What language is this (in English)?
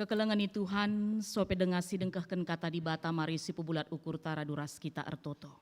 Batak Karo